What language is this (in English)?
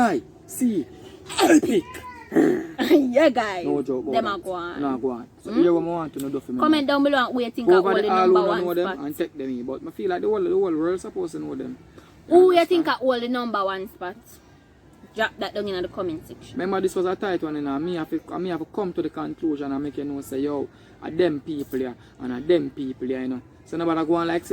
Jamaican Creole English